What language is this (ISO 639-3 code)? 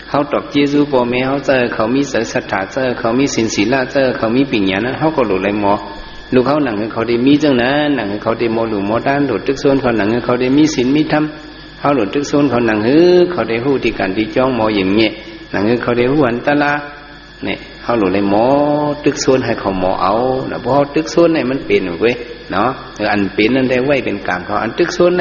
shn